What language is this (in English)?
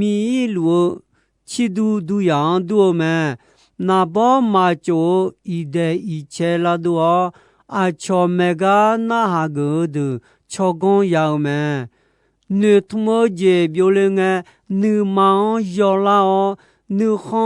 Akha